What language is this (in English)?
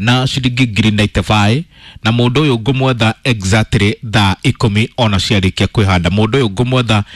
Kikuyu